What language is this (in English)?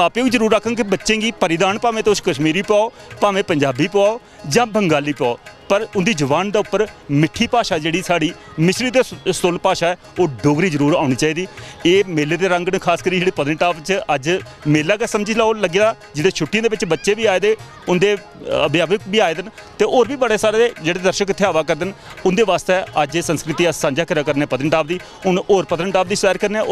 Dogri